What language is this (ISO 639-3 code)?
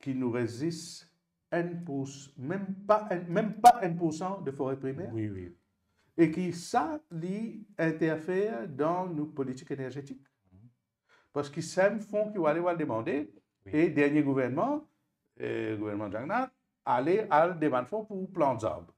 mfe